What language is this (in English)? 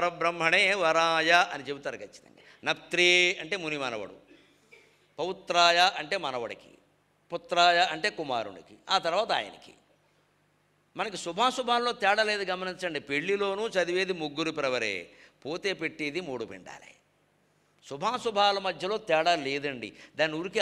Telugu